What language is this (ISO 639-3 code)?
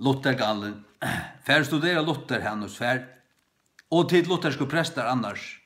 fao